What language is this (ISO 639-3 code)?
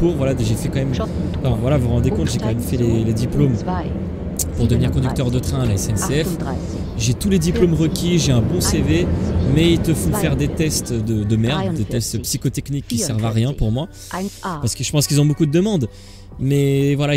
fra